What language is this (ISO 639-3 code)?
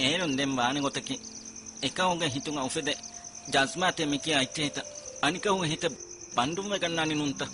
div